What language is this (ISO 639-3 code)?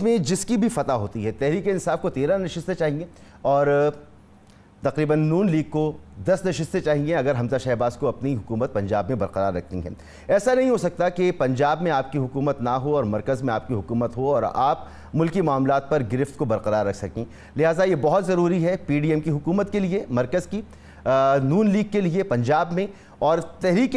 urd